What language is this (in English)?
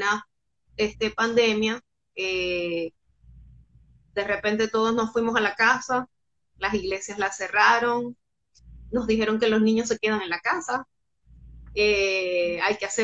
Spanish